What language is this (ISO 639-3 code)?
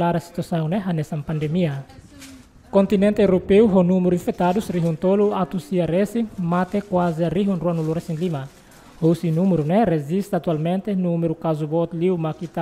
tet